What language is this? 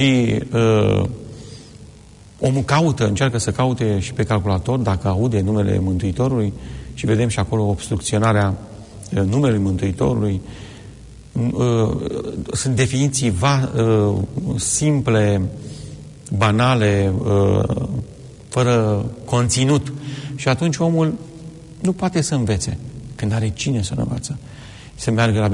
Romanian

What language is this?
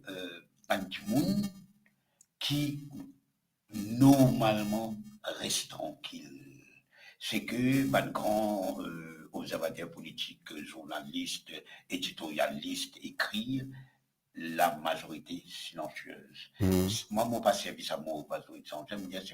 Morisyen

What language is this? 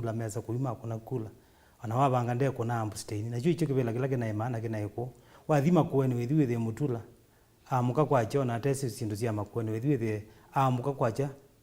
Kamba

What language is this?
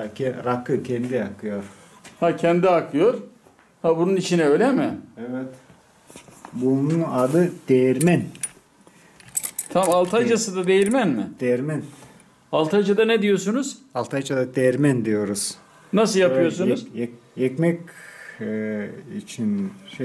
Turkish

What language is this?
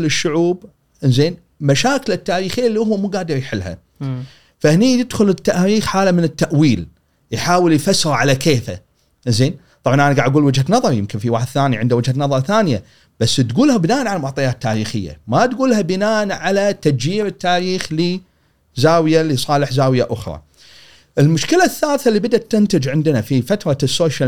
Gulf Arabic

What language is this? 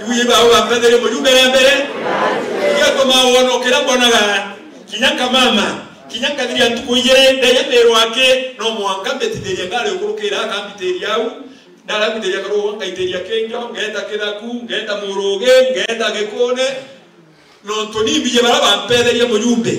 Meru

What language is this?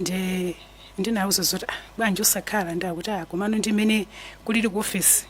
Nyanja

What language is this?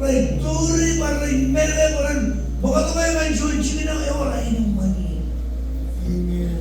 Marshallese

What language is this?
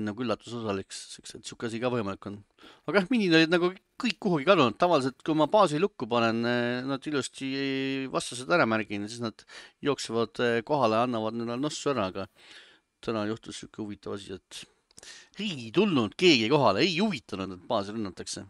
Estonian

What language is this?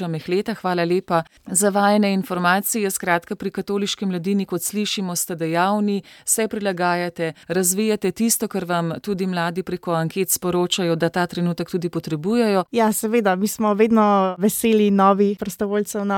Slovenian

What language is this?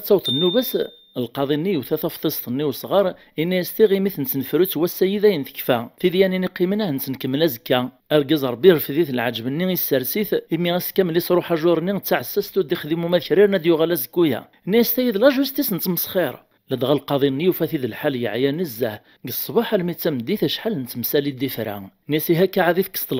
Kabyle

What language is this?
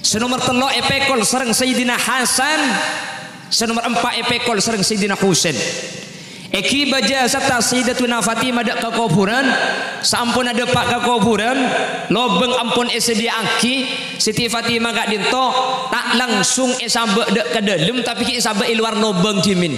Madurese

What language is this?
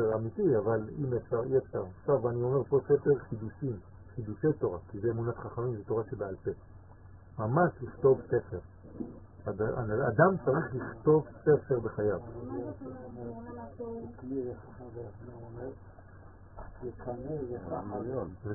Hebrew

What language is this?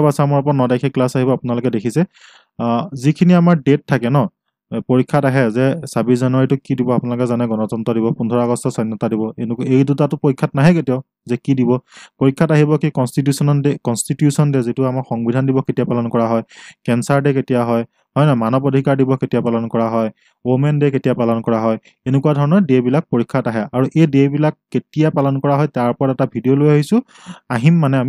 Assamese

